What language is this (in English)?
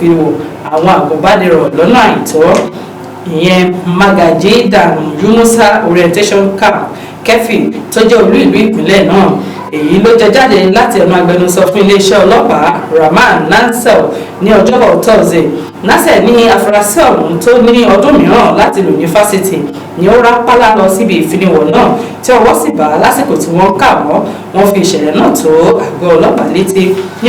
Yoruba